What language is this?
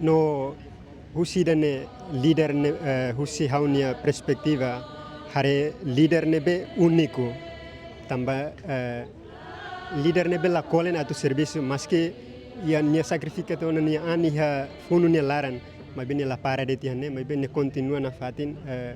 Tetum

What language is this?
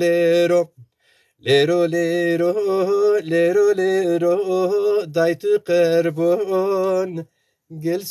Zaza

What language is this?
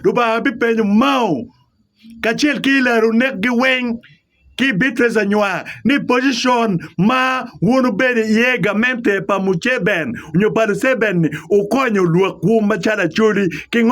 Acoli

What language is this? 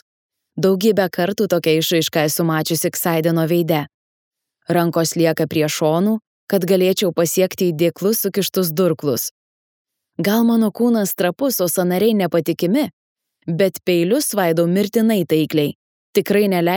Lithuanian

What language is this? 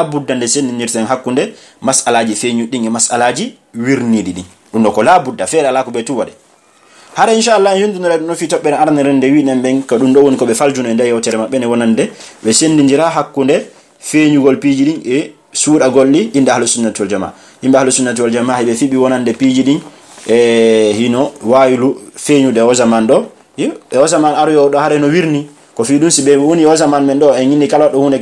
Pular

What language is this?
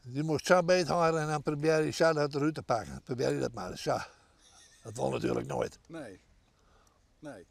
Western Frisian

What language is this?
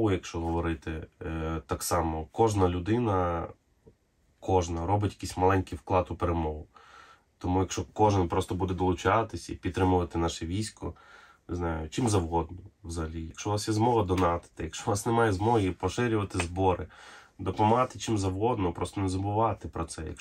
Ukrainian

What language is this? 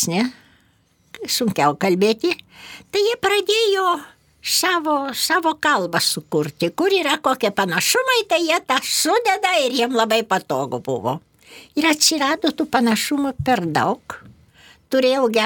Lithuanian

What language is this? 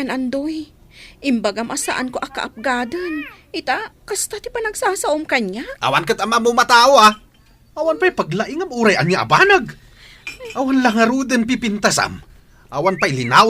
Iloko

